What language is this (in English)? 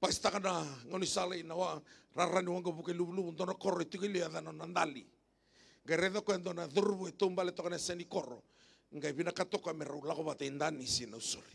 Fijian